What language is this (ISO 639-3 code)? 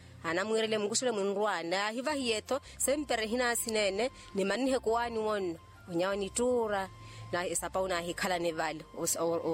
vmw